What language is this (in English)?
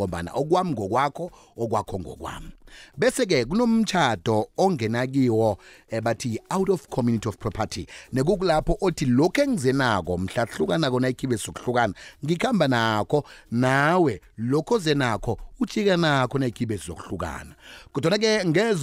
South Ndebele